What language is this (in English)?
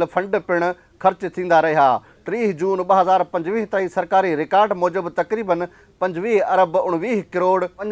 Sindhi